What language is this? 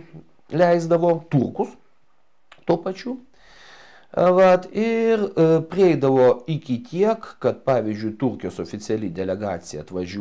Lithuanian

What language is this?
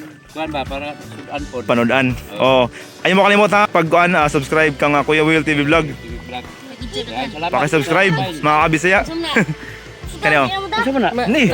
Cebuano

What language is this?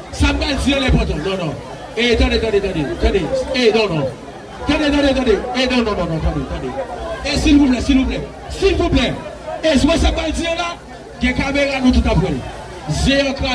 Haitian Creole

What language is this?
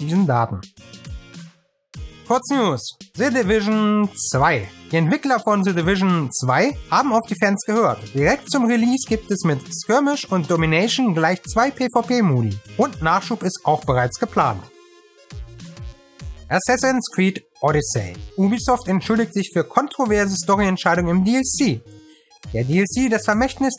German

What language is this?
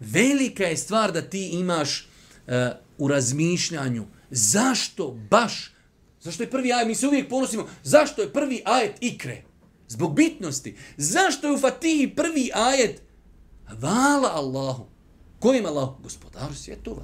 Bosnian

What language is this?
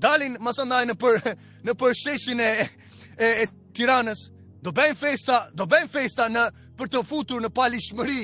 Albanian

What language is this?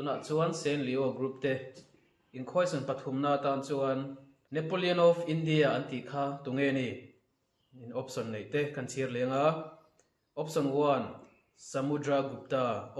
Mizo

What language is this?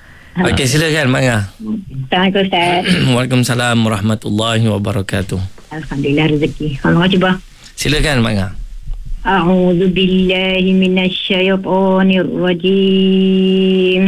Malay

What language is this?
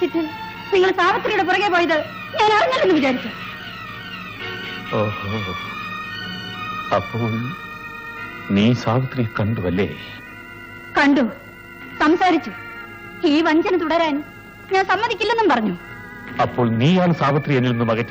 Malayalam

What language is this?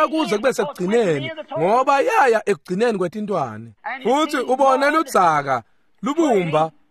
Swati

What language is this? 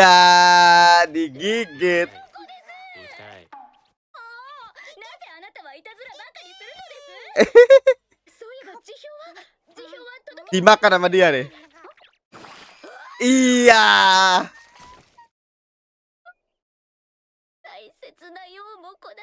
Indonesian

